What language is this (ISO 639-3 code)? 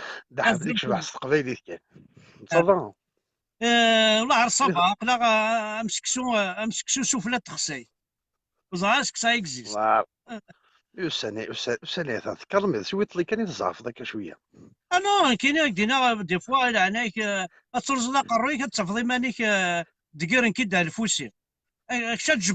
kab